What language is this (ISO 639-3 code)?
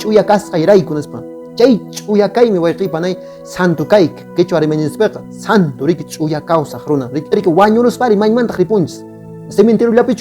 que